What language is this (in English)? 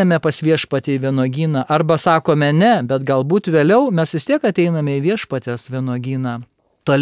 Lithuanian